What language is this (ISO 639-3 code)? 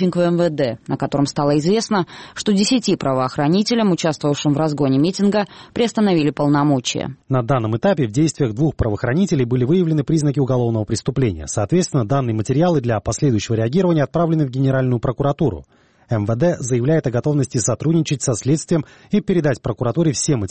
rus